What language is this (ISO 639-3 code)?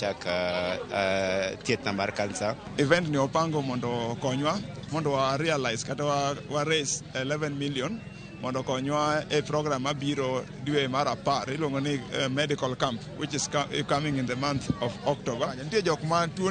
luo